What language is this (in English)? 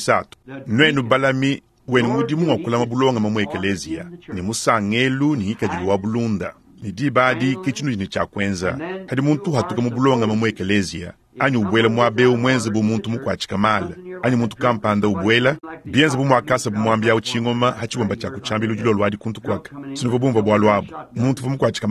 Luba-Lulua